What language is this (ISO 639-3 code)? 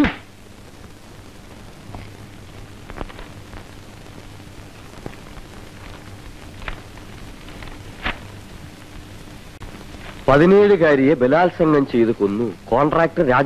mal